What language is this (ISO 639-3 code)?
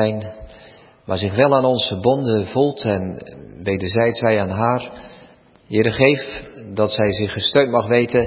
nld